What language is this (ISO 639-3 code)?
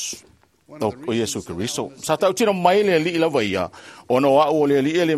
smo